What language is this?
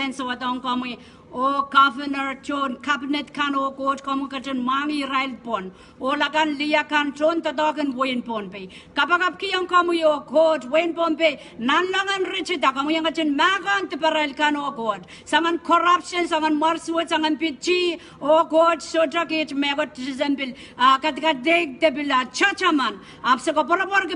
Pohnpeian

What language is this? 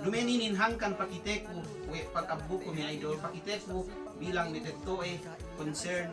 Yakan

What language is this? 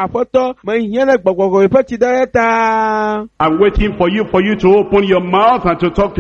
Ewe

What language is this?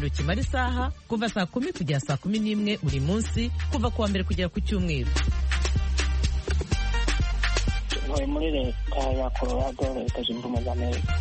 Kinyarwanda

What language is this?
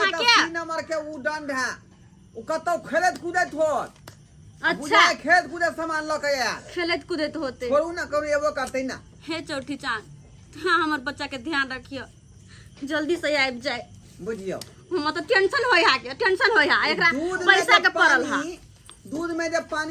Maithili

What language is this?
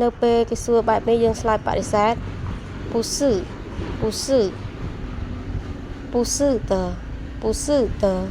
Khmer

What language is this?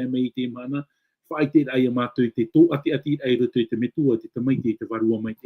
Tahitian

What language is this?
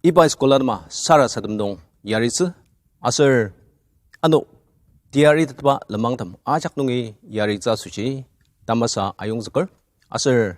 Ao Naga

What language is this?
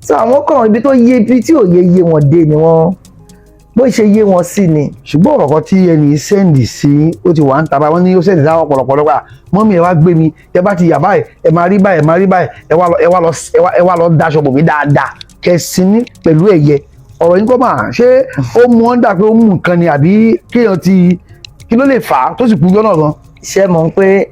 Yoruba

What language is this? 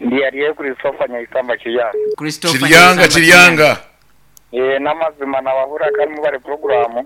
Nyankole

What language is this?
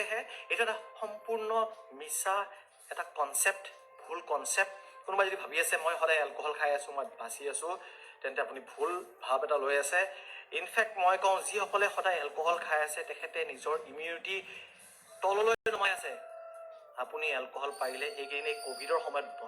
Assamese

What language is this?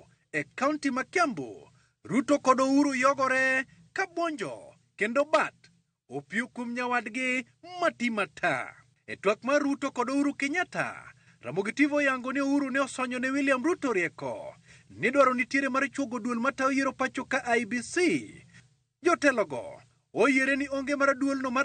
Luo (Kenya and Tanzania)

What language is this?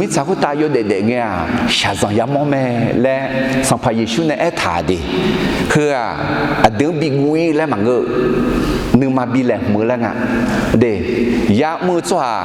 Akha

